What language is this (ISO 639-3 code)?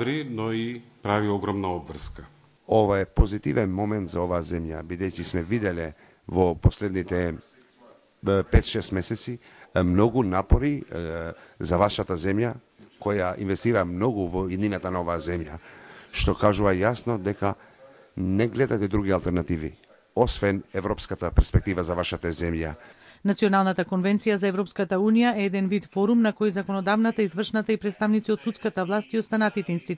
mkd